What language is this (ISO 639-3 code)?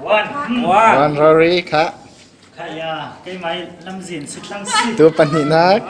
cfm